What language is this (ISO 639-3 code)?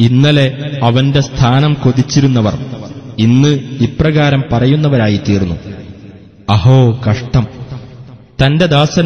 mal